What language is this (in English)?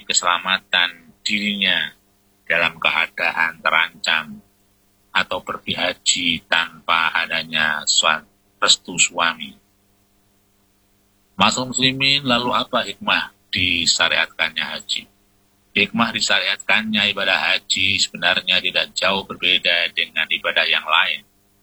Indonesian